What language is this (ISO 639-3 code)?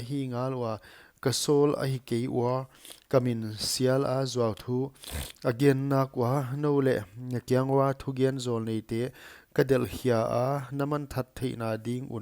pck